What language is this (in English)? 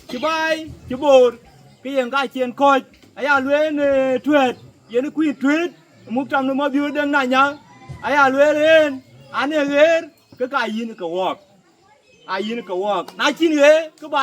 Dinka